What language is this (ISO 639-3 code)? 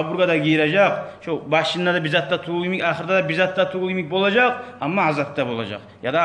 kum